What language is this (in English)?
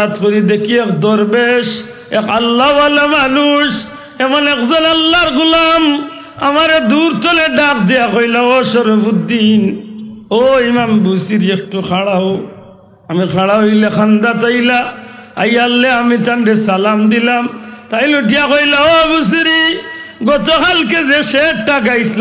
Sylheti